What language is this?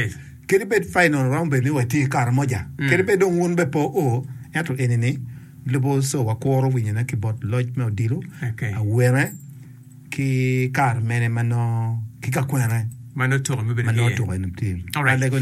Acoli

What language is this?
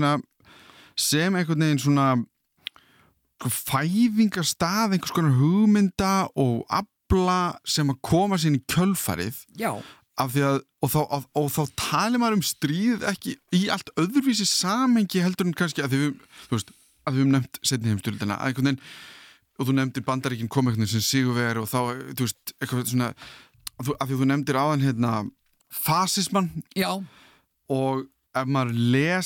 Icelandic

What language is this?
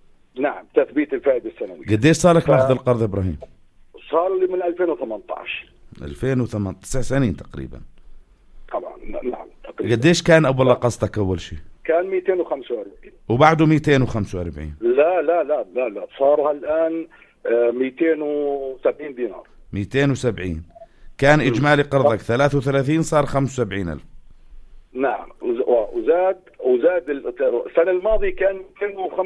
North Levantine Arabic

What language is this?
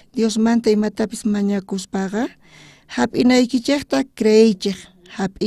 South Bolivian Quechua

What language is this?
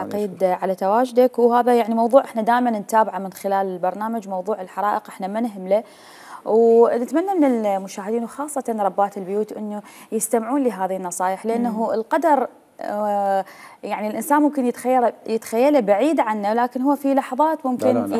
Mesopotamian Arabic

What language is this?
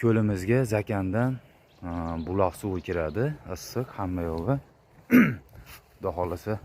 Uzbek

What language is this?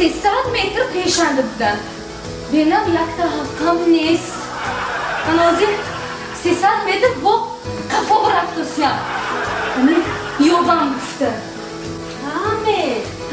Tajik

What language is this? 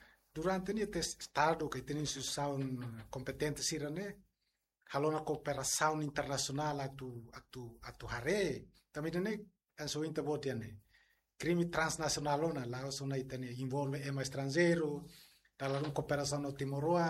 Tetum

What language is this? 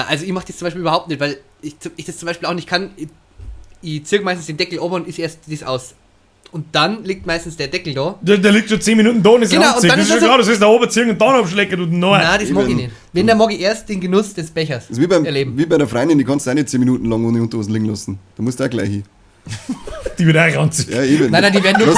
Bavarian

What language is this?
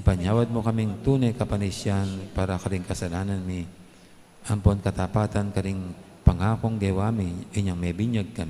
Pampanga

